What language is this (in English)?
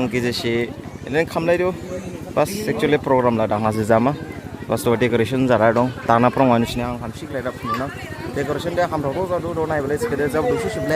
Dimasa